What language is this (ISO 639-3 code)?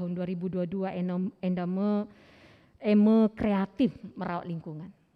btx